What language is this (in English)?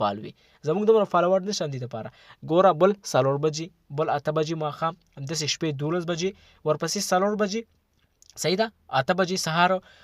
Pashto